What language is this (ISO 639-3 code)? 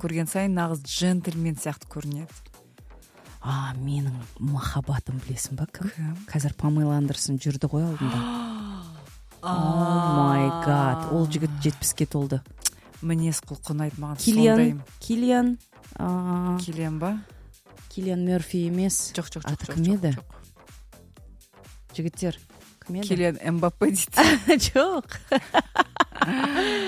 kaz